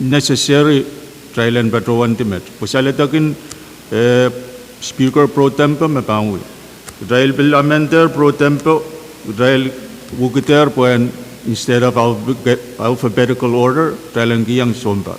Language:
Pohnpeian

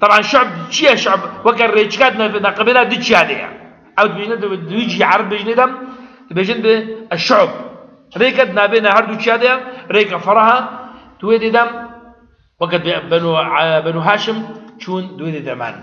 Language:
Kurdish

